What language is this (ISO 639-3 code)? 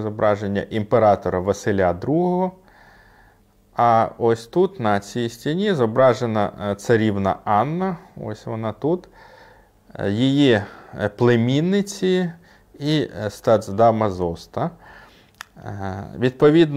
ukr